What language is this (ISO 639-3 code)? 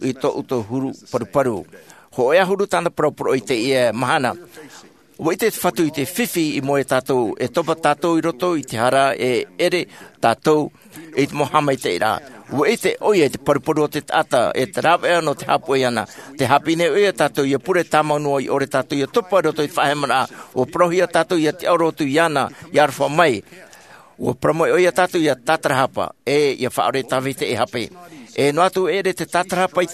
tah